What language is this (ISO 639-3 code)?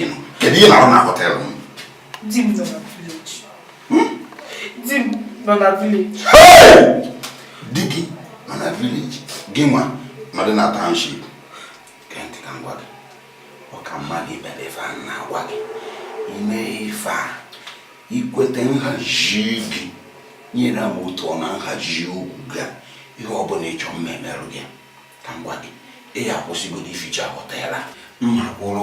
ibo